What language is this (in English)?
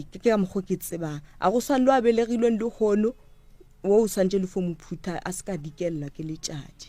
Northern Sotho